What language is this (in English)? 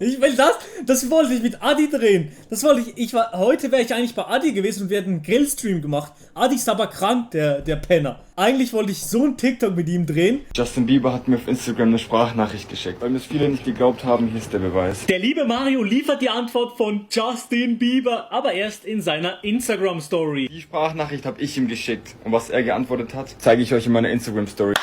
Swiss German